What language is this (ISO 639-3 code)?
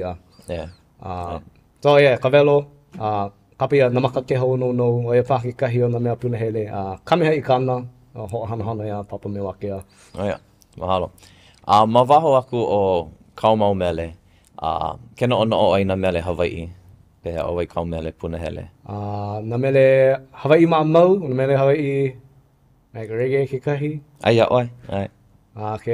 haw